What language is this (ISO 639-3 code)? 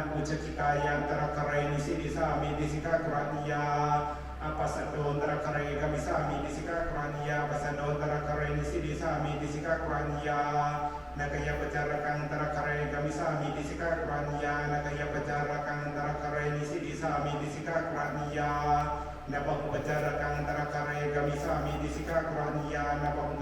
pli